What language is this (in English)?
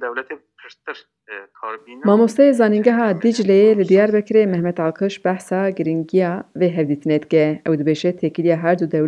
Kurdish